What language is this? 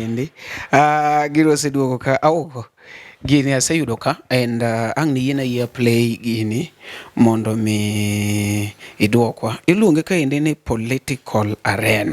Luo (Kenya and Tanzania)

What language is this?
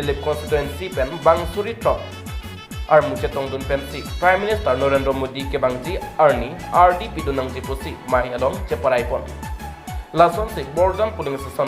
Karbi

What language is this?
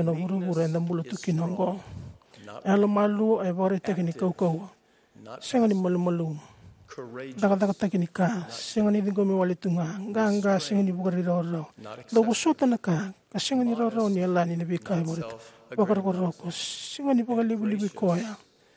Fijian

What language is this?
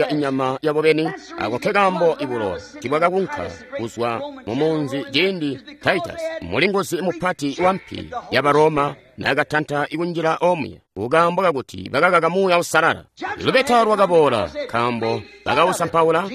Tonga (Zambia)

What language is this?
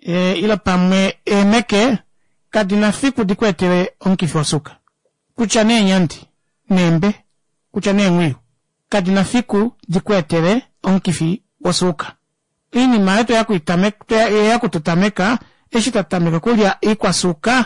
Kuanyama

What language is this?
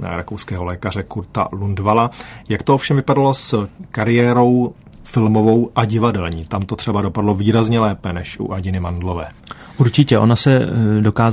Czech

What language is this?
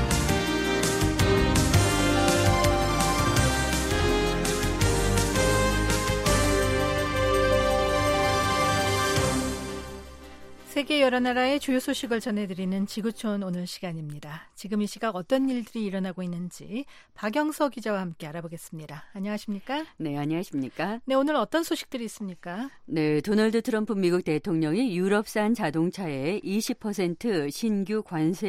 Korean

